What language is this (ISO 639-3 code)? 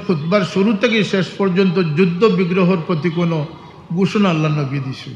syl